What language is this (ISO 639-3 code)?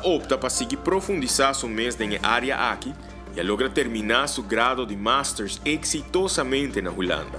pap